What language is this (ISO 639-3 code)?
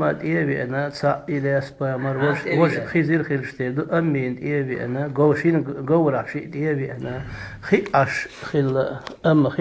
che